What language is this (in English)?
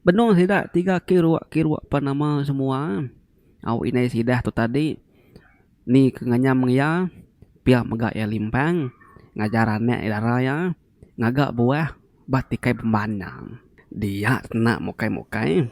Iban